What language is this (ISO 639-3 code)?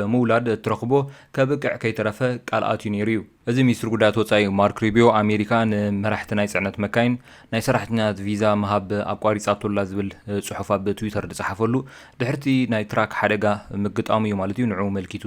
tir